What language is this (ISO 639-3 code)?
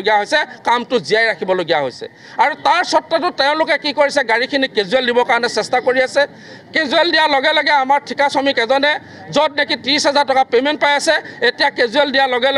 asm